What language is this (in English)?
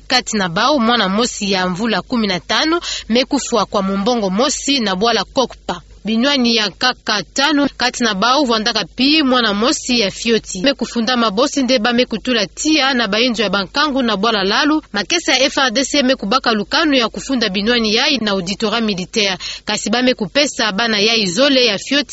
Kituba (Democratic Republic of Congo)